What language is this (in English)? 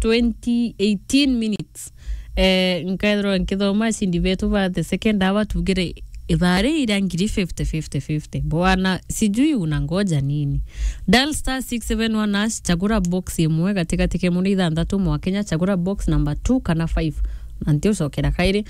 Meru